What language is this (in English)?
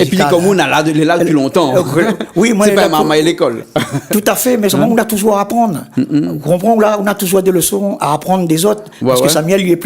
Réunion Creole French